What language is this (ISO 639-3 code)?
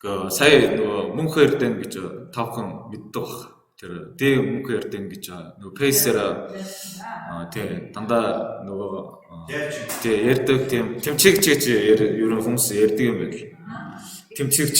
mon